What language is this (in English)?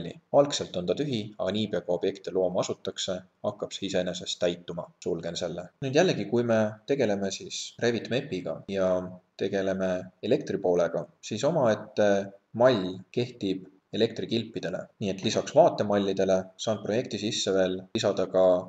Estonian